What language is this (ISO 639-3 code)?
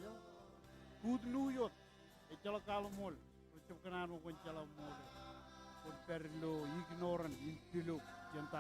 mah